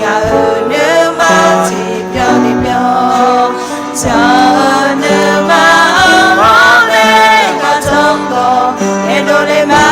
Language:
Akha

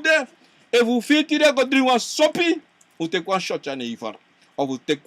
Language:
Sranan Tongo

